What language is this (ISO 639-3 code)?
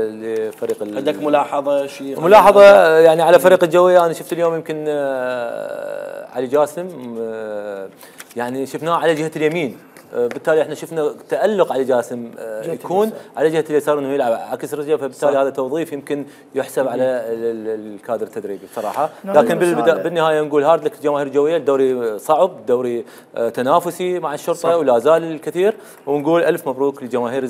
acm